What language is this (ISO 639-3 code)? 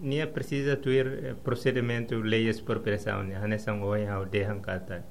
tet